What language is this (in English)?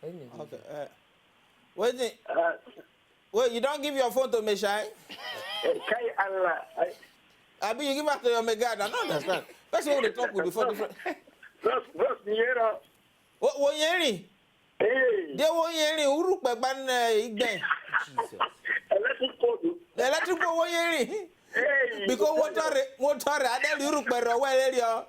Nigerian Pidgin